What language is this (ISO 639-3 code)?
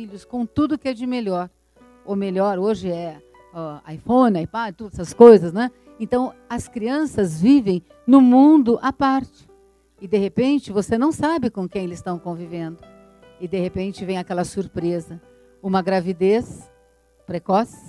por